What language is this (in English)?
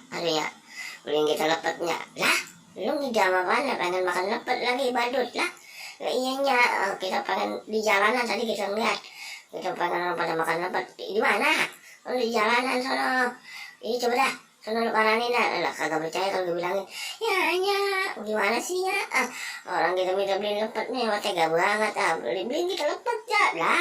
Betawi